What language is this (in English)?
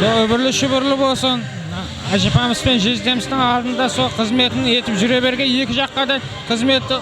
Kara-Kalpak